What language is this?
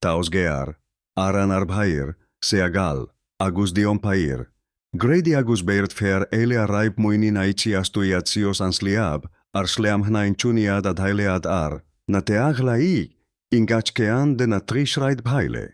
Irish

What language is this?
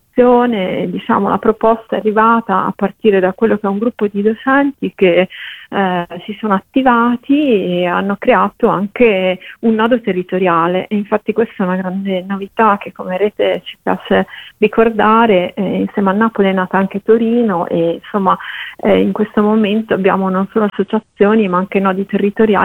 Italian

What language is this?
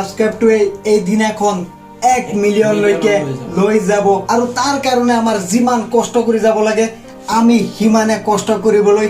Assamese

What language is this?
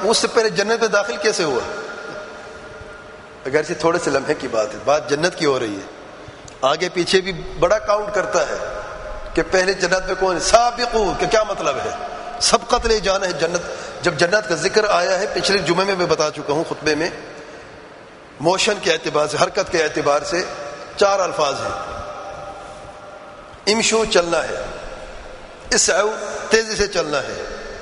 Urdu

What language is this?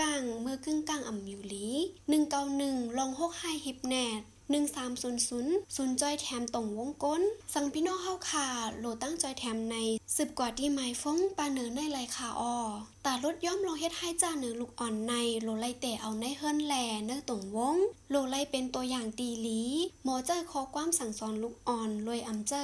Shan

